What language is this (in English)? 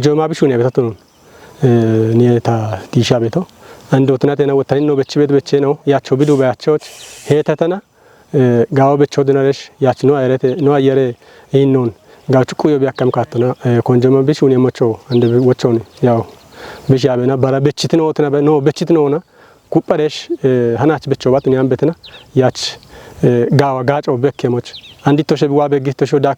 Kafa